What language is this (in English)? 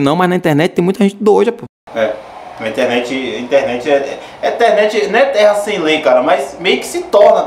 Portuguese